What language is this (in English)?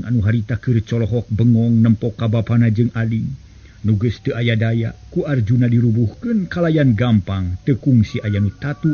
Sundanese